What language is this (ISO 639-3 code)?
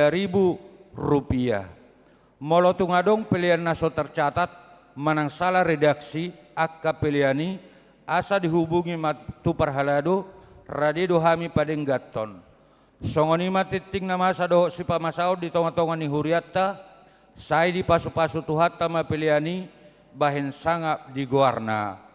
bbc